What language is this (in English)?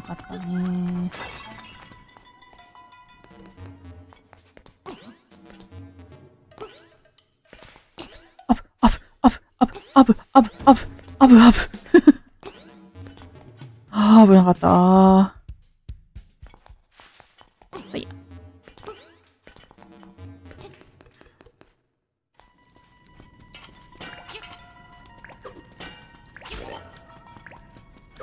Japanese